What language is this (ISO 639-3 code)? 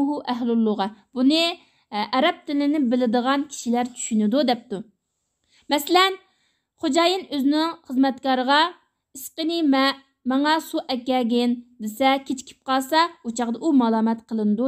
uig